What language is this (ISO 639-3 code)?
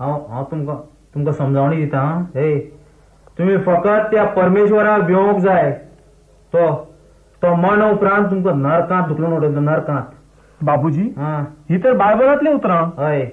kok